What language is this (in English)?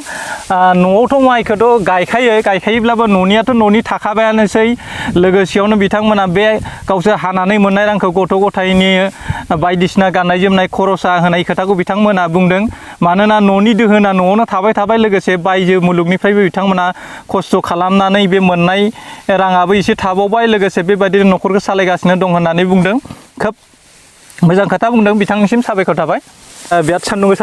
Bodo